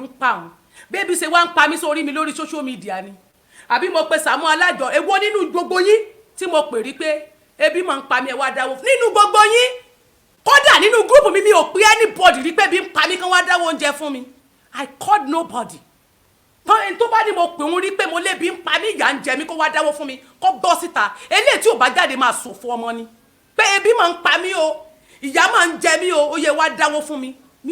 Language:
Yoruba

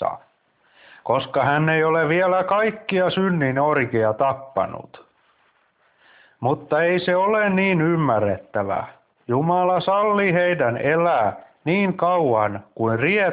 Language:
Finnish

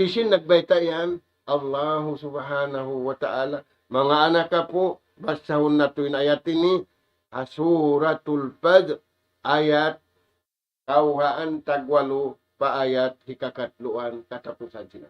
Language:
Tausug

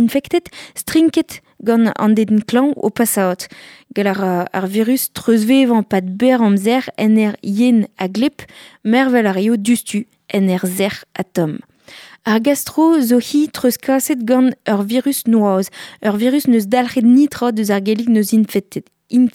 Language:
Breton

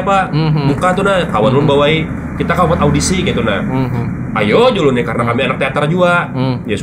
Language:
Banjar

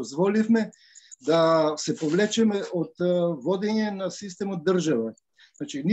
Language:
Macedonian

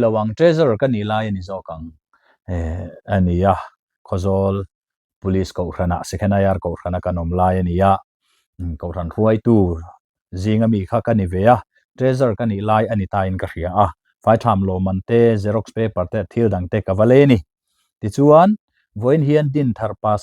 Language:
Mizo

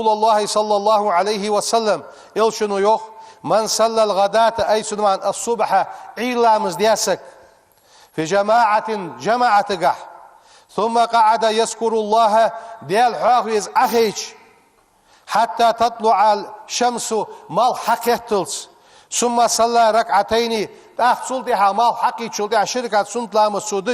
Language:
Ingush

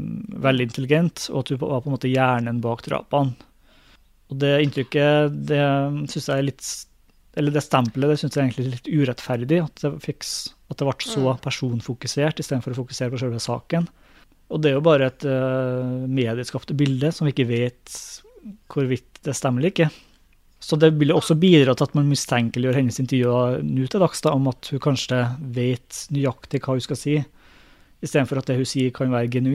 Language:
Norwegian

